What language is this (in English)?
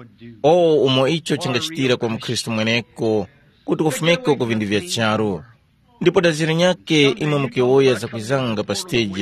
Tumbuka